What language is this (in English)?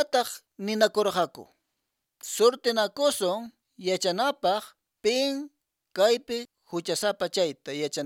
Quechua